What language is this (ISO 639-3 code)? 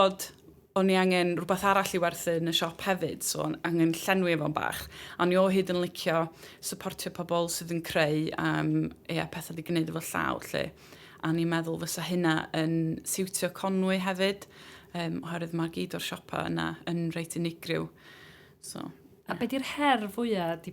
cym